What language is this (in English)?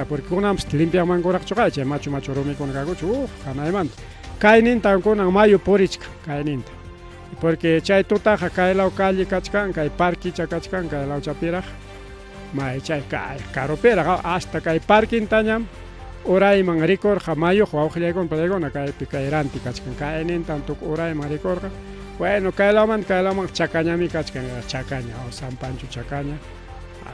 Ayacucho Quechua